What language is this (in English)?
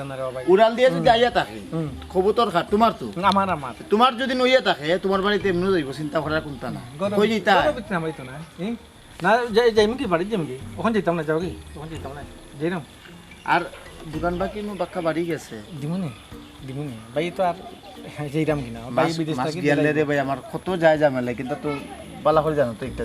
Sylheti